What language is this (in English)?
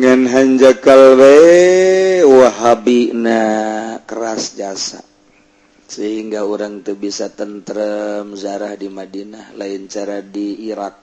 Sundanese